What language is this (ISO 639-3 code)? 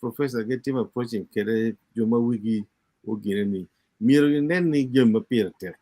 ach